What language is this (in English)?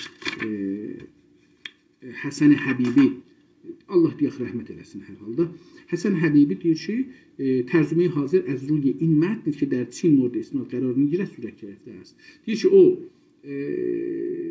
South Azerbaijani